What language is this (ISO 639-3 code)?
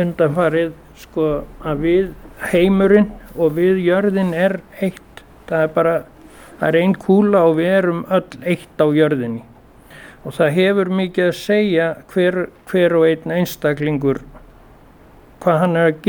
isl